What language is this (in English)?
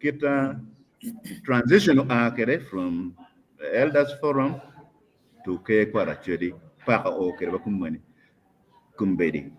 Acoli